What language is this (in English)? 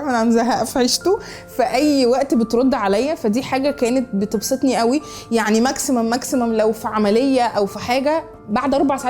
Egyptian Arabic